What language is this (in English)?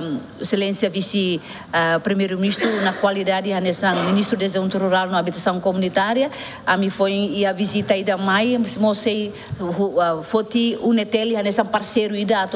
Tetum